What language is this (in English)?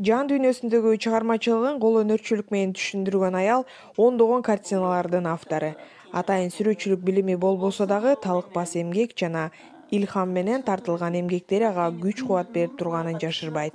Kyrgyz